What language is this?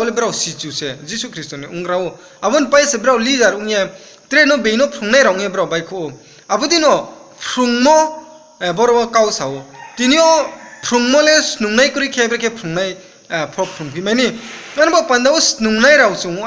Riang (India)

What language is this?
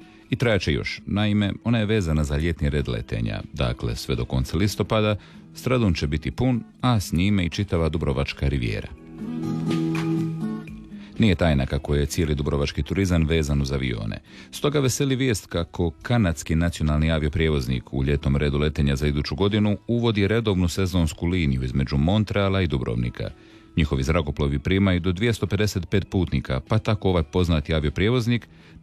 Croatian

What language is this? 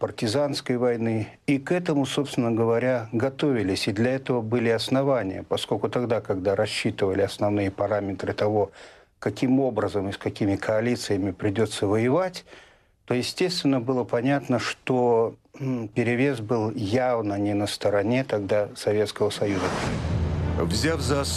Russian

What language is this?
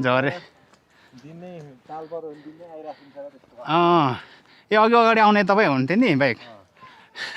Nepali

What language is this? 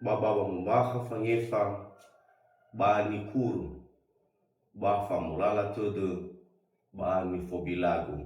Nias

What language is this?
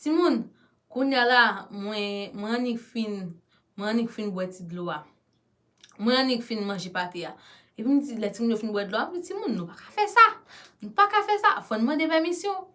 Haitian Creole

